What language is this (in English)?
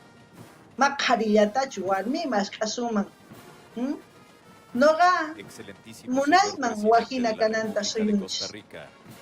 South Bolivian Quechua